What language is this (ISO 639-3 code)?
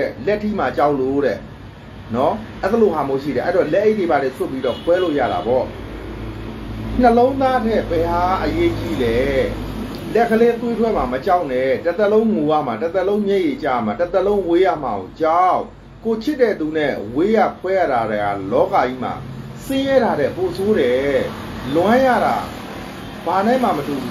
mya